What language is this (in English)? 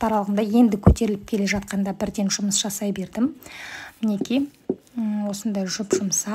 Kazakh